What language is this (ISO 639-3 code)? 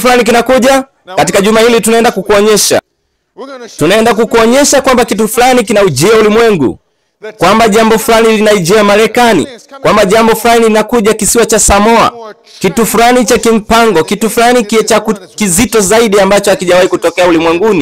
swa